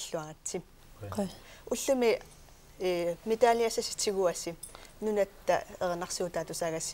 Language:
Kalaallisut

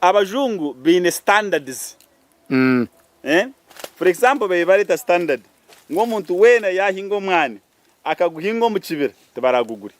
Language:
Nyankole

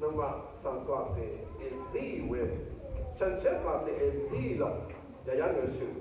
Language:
Rawang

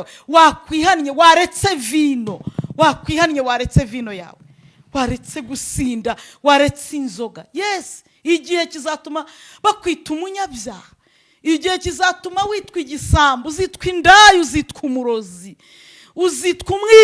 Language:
Kinyarwanda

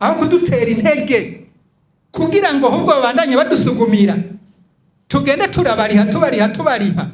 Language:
Rundi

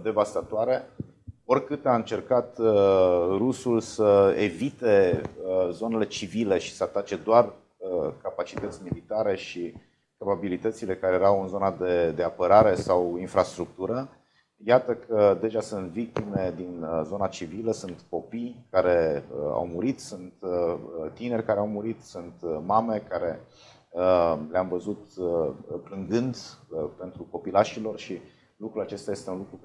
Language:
Romanian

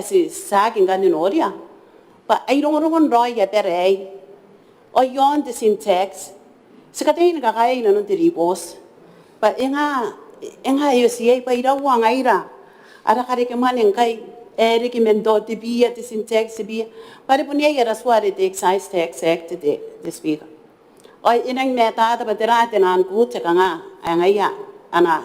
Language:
Gilbertese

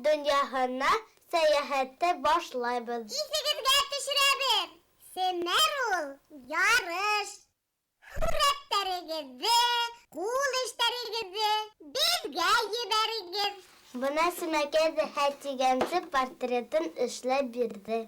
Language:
Bashkir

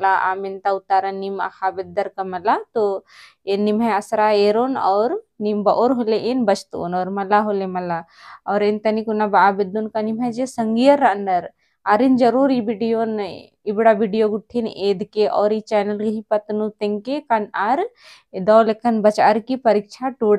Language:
Kurukh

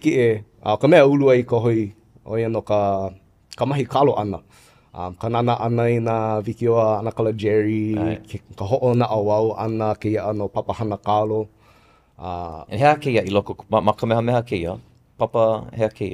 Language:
Hawaiian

